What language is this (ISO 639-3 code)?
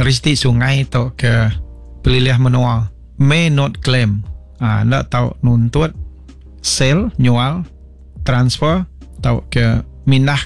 iba